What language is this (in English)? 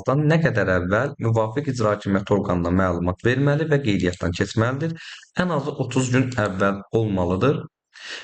Azerbaijani